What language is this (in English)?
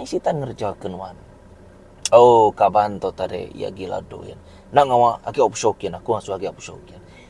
Iban